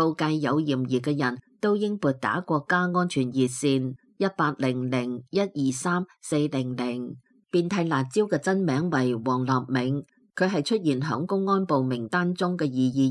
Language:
Cantonese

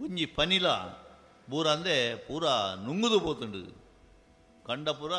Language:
Tulu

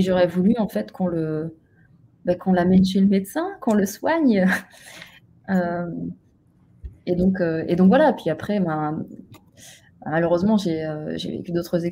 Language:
French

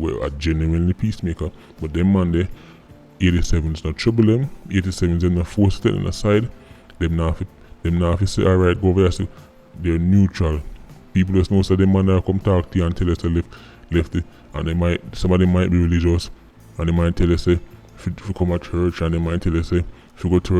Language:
Jamaican Creole English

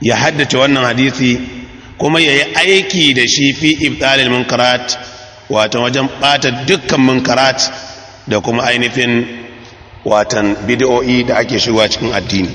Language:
Hausa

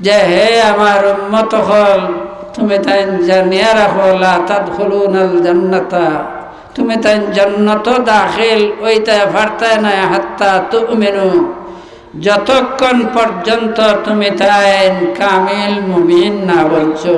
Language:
Sylheti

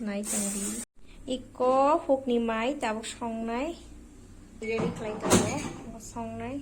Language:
Kok Borok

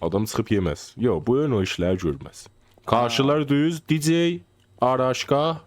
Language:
South Azerbaijani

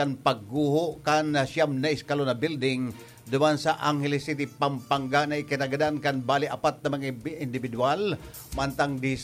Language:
Bikol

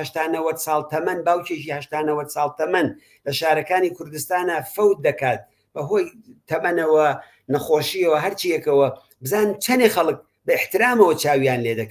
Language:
Central Kurdish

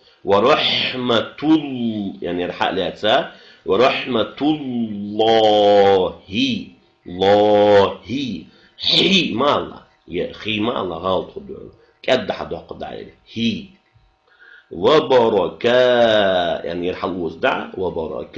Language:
Ingush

